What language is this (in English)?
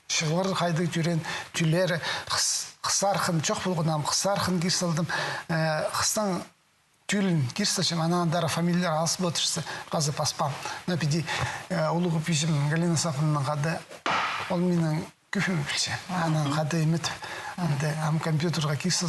Khakas